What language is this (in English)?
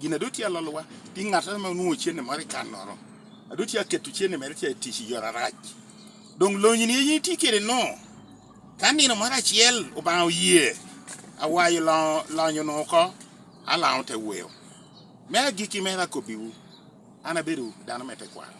Lango (Uganda)